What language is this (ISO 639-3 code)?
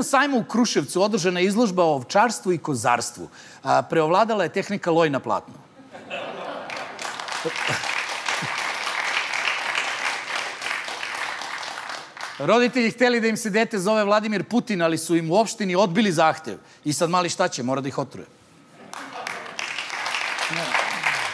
srp